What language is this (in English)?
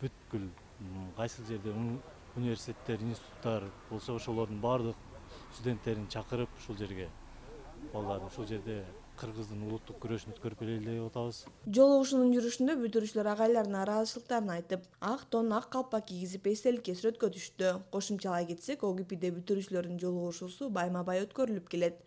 Kyrgyz